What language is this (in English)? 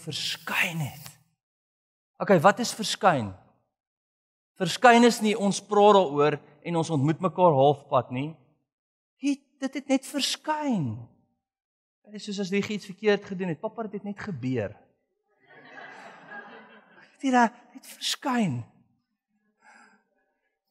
Afrikaans